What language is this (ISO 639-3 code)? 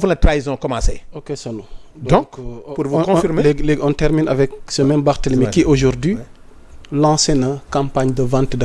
wol